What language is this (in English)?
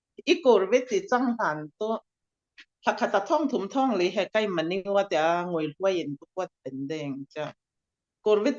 Falam Chin